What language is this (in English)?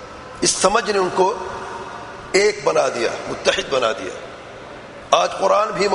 Urdu